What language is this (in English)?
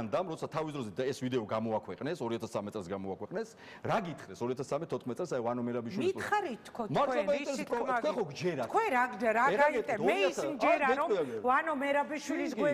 Georgian